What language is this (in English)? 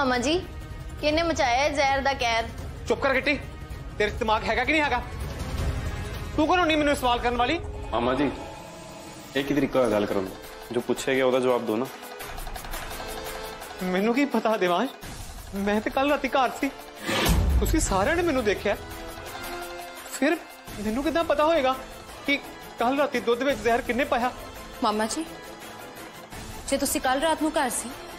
Punjabi